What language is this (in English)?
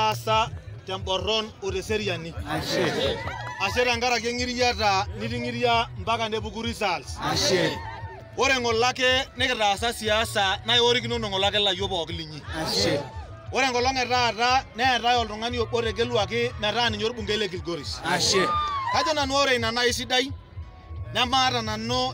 Masai